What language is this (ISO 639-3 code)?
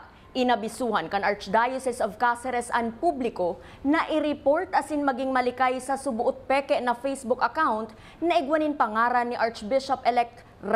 bik